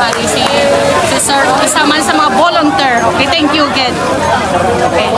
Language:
Hiligaynon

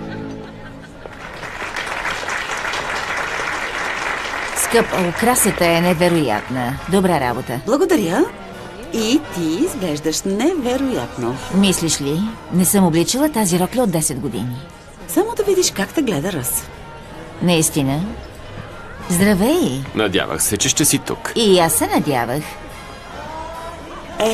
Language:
Bulgarian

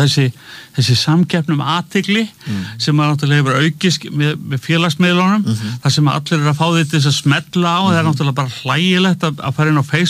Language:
Icelandic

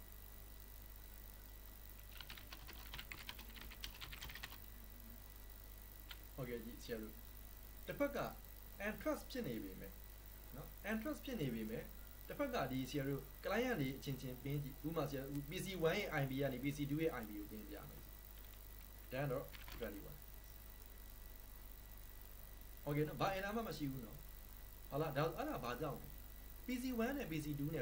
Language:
Burmese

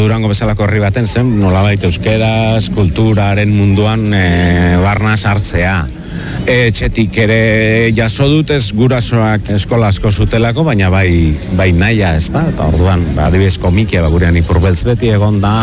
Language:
Basque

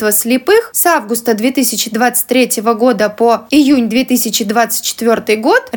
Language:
Russian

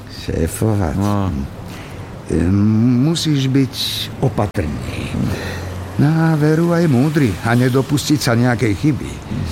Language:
Slovak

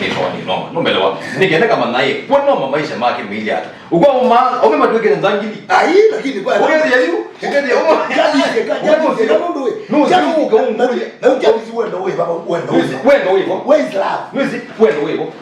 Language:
Kamba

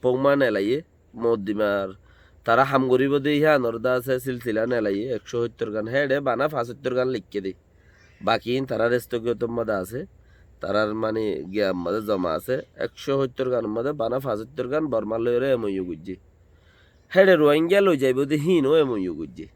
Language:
Rohingya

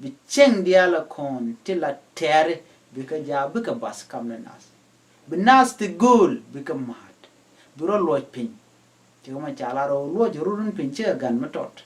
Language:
Nuer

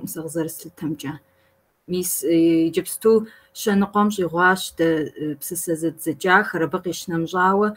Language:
Kabardian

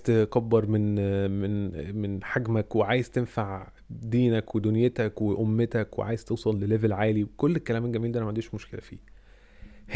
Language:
Egyptian Arabic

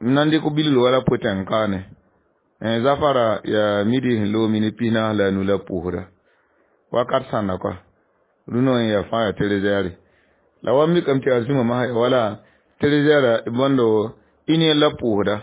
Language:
Mossi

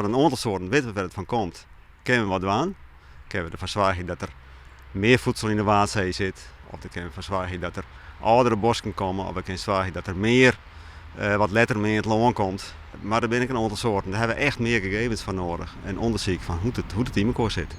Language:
Western Frisian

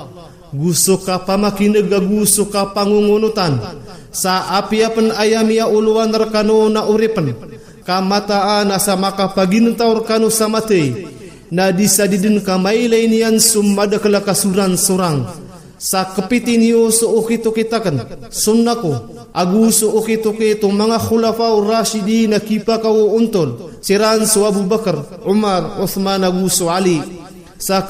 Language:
Maranao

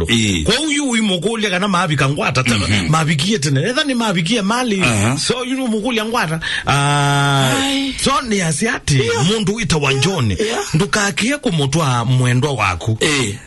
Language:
Kamba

